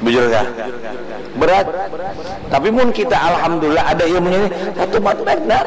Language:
Banjar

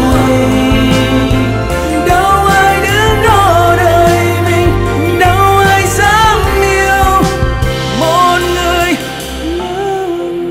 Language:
Vietnamese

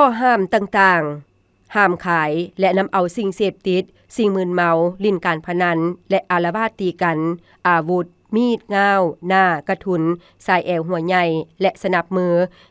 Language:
Lao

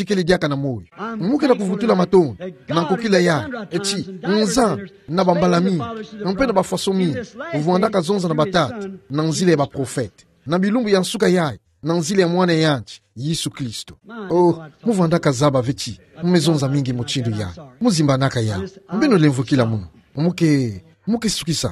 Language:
Kituba (Democratic Republic of Congo)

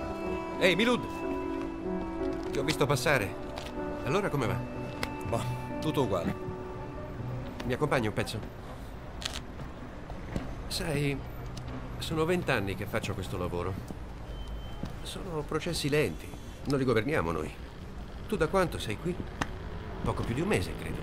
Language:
Italian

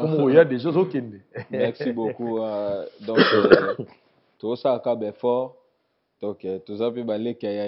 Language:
Lingala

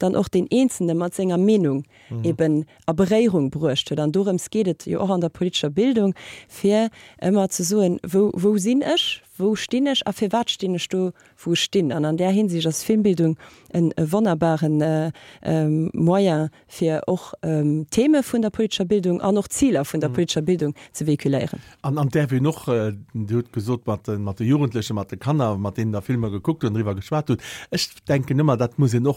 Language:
Luxembourgish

